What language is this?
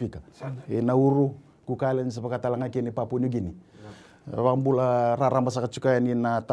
Fijian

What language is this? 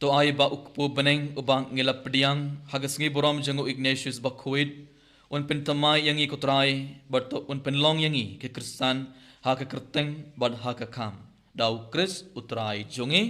Khasi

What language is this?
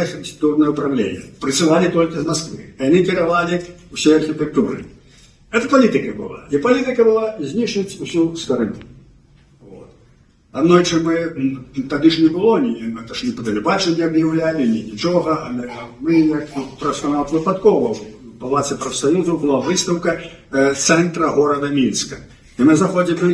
Belarusian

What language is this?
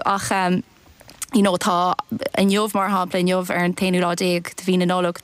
Irish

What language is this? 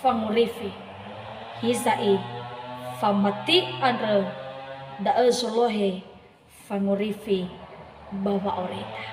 Nias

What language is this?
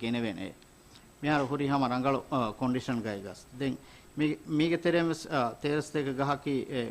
Divehi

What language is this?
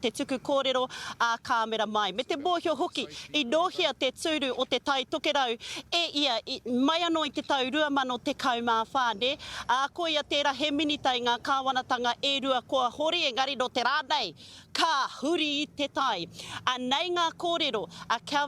Māori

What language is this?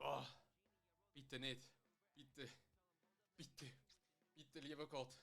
Swiss German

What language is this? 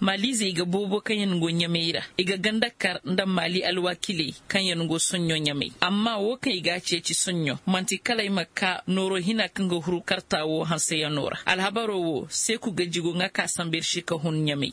Koyraboro Senni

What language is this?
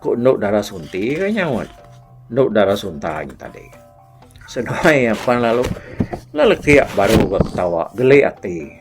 Iban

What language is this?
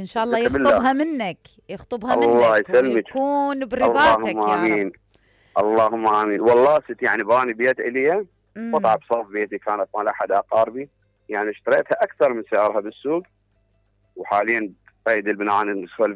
Mesopotamian Arabic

